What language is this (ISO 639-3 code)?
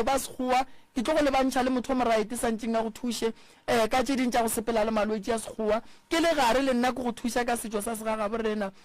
nso